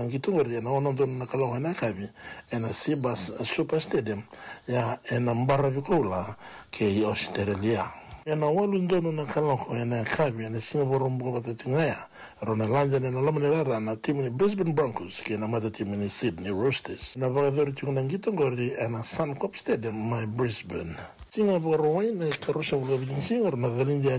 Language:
Fijian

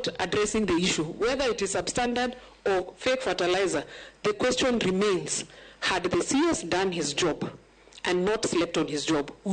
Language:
Luo (Kenya and Tanzania)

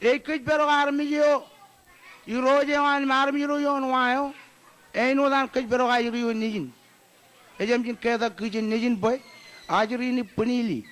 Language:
Marshallese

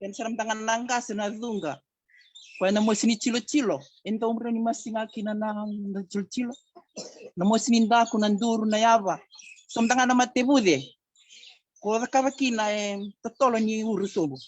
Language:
Fijian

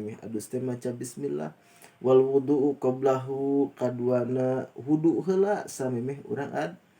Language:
Sundanese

